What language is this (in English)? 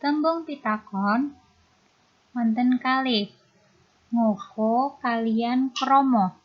Javanese